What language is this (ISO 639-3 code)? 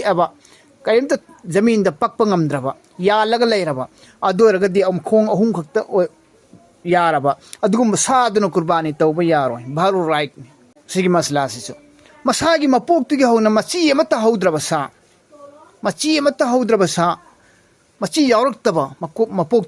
mni